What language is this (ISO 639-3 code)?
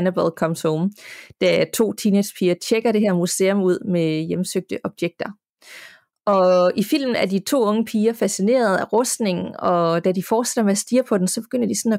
dan